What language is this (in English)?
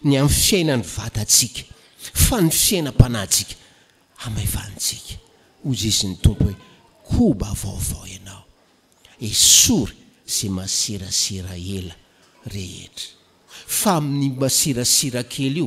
Malagasy